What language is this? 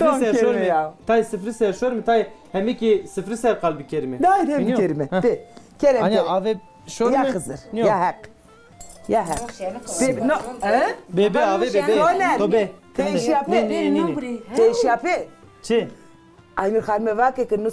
Zaza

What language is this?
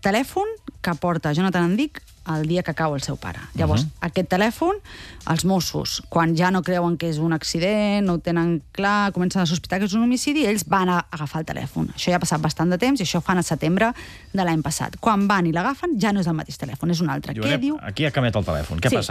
Catalan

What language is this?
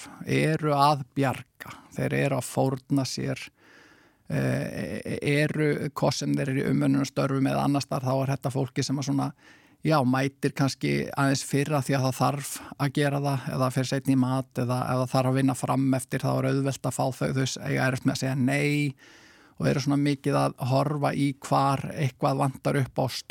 Icelandic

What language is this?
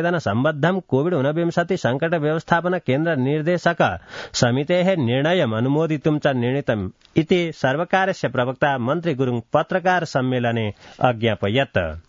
Sanskrit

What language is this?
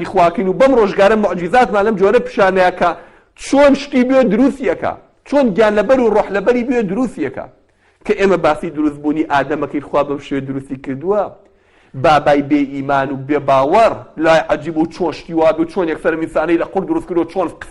Central Kurdish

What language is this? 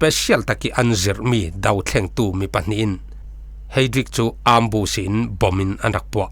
Falam Chin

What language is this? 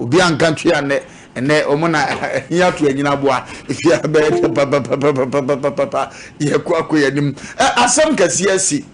Akan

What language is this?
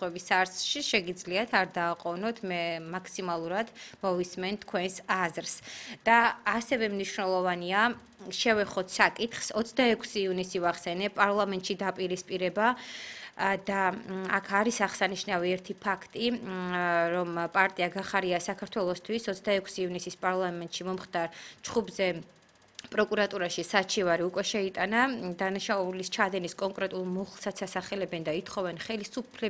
Georgian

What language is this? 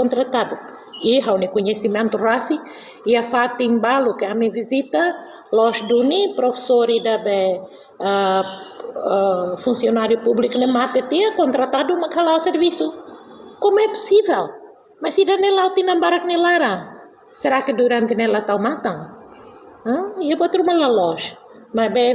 Tetum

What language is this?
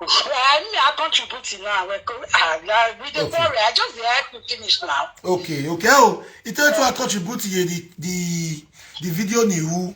Nigerian Pidgin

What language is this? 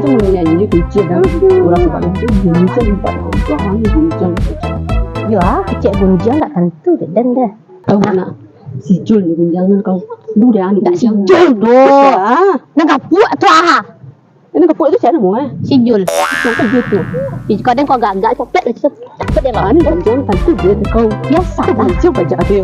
Minangkabau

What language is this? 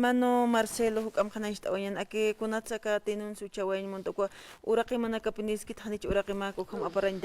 Aymara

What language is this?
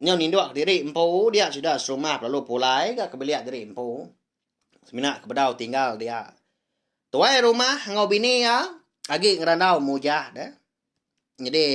Iban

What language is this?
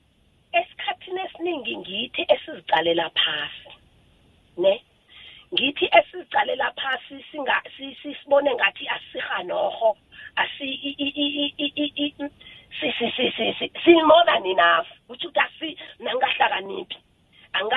South Ndebele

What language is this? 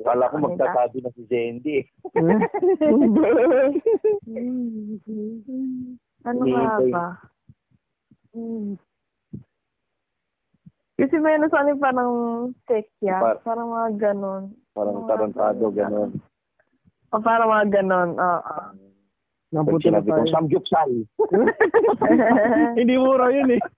Filipino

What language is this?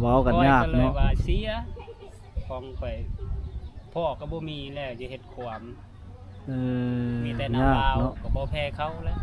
Lao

